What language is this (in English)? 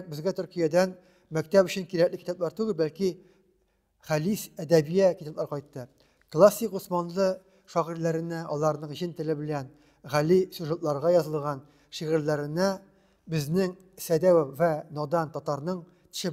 Tatar